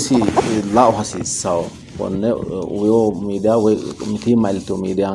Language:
Sidamo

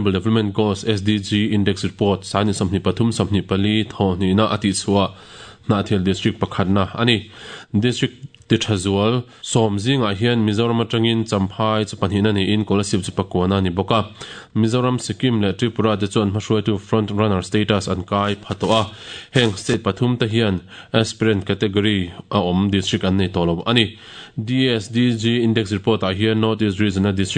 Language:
Mizo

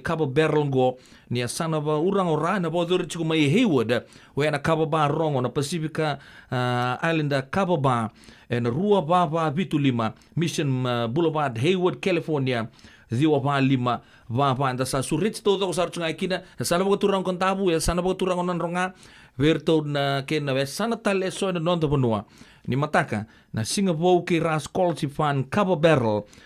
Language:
Fijian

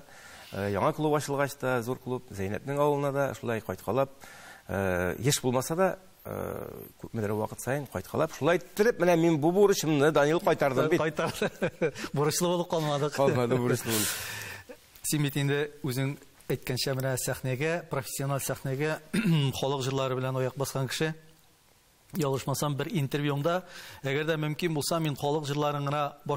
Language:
Tatar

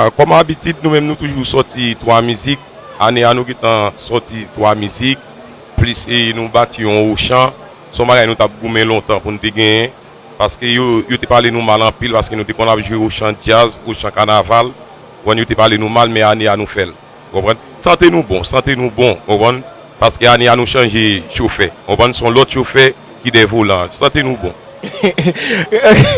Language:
Haitian Creole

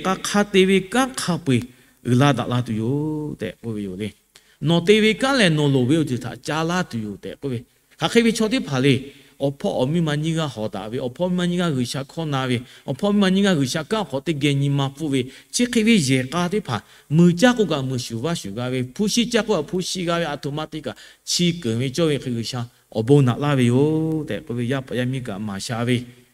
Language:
Lahu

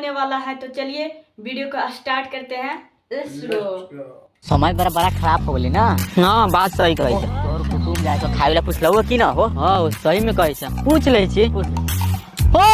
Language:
Magahi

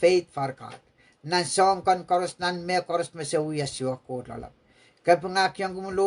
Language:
Pohnpeian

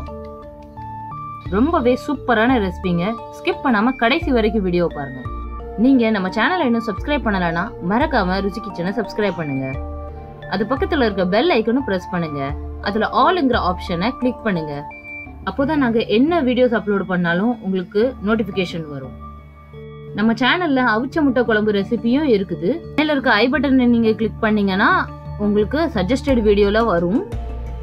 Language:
Tamil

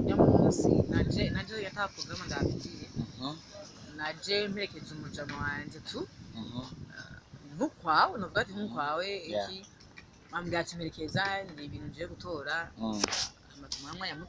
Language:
Rundi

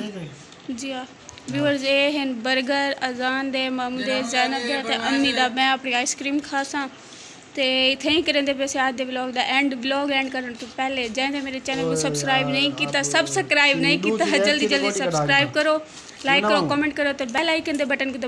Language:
Saraiki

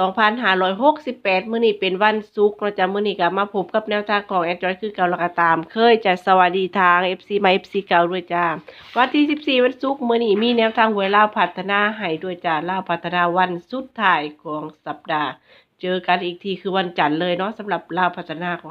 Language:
Northeastern Thai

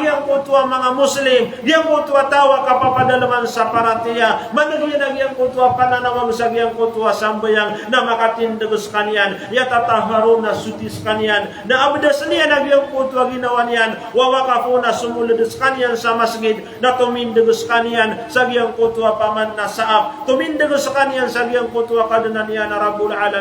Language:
Maranao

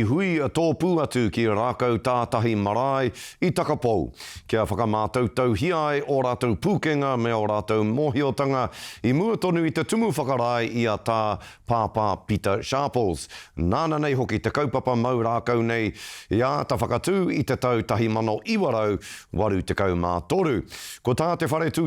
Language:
Māori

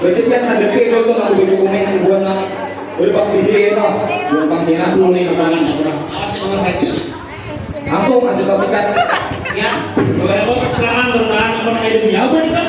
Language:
Banjar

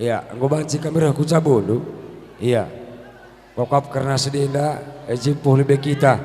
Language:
Batak Karo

